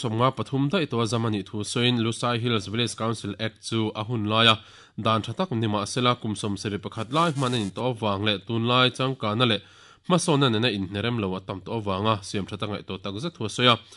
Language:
Mizo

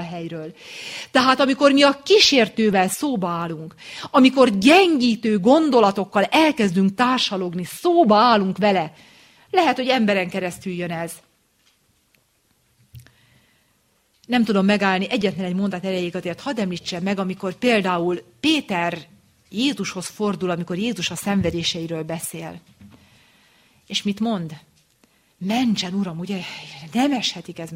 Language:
Hungarian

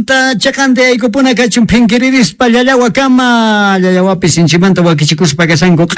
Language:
South Bolivian Quechua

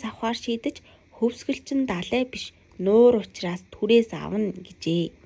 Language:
Mongolian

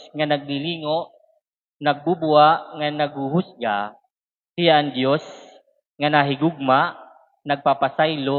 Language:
Waray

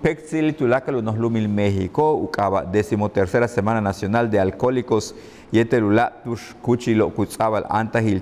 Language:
Yucateco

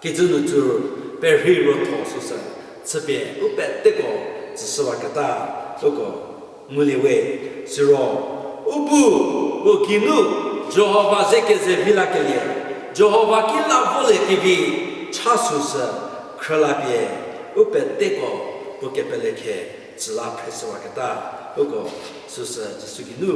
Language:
Angami Naga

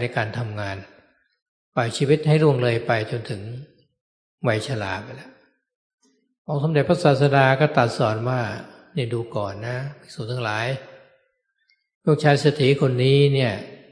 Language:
Thai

